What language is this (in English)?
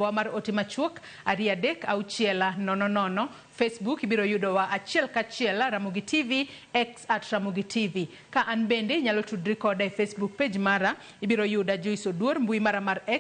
Luo (Kenya and Tanzania)